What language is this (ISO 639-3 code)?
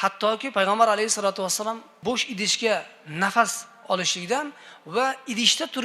uzb